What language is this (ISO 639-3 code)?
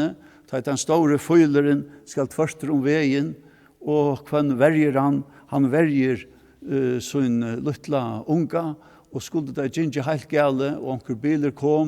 fao